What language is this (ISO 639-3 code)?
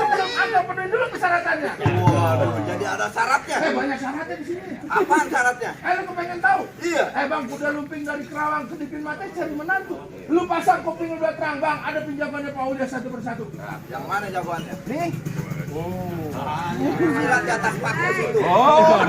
bew